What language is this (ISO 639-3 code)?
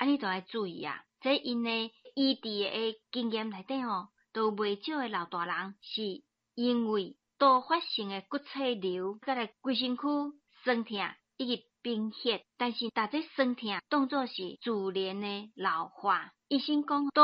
nan